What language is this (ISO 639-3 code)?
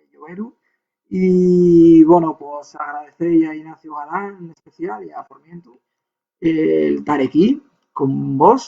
ast